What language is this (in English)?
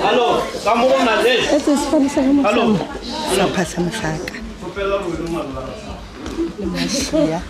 Northern Sotho